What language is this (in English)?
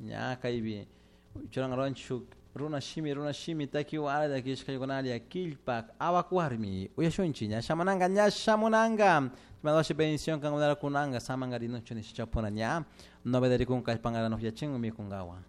Chimborazo Highland Quichua